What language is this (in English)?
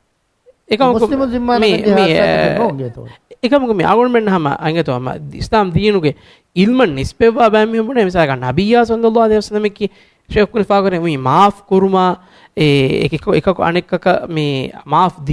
Divehi